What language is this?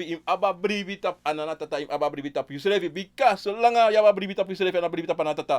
Sranan Tongo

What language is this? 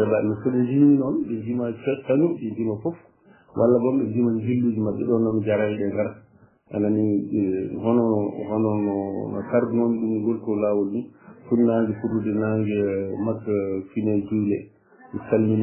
Fula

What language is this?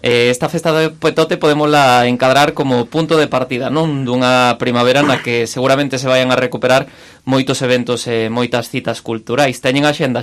Galician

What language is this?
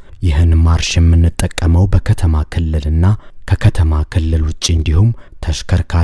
Amharic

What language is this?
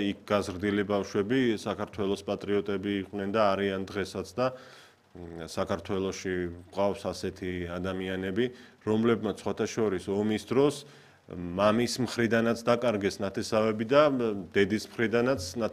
Georgian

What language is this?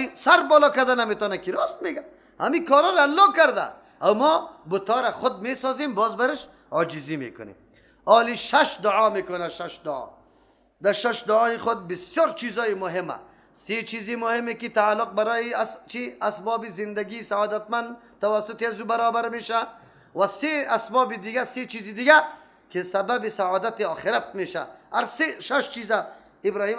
Persian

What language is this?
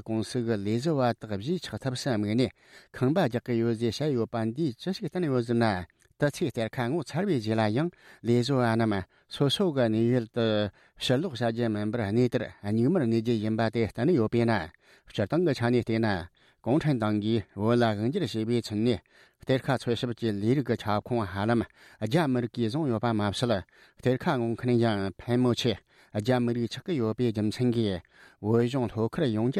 Tibetan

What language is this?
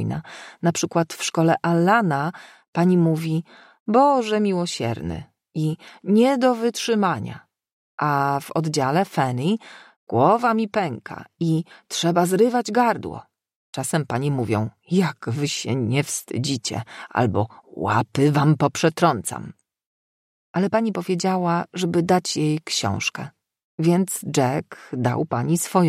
Polish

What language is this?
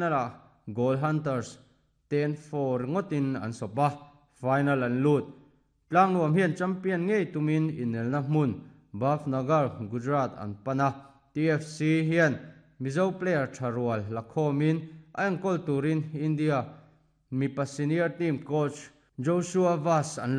Mizo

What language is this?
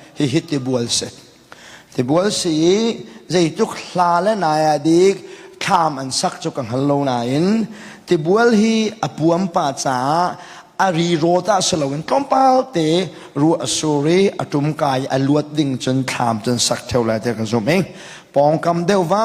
Hakha Chin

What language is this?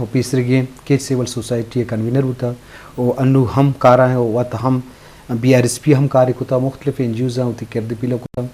Eastern Balochi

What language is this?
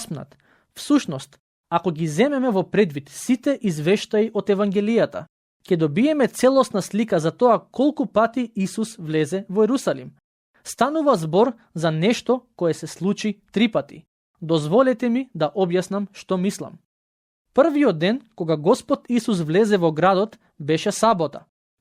Macedonian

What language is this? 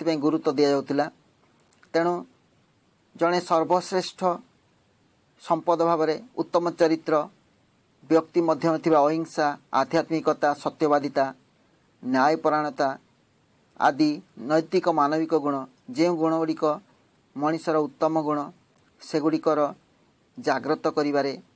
Odia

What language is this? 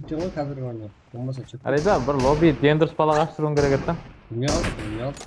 Kara-Kalpak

